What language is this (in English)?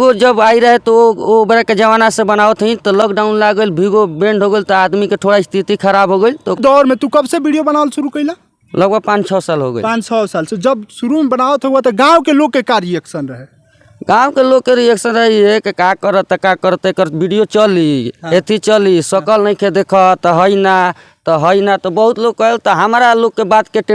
Bhojpuri